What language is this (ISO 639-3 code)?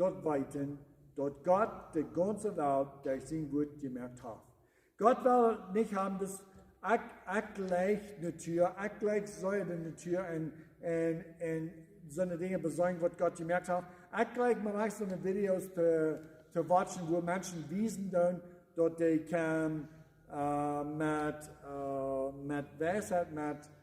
pdt